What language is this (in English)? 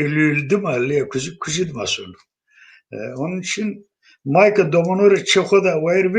Zaza